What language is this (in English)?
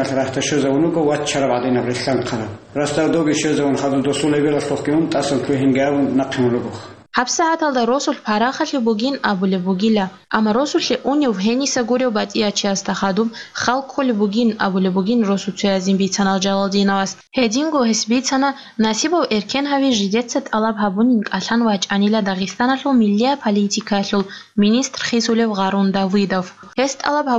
Avaric